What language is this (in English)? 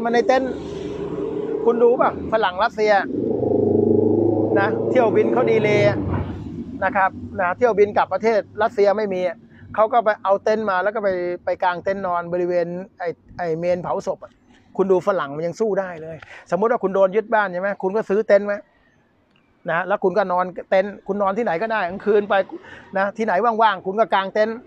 Thai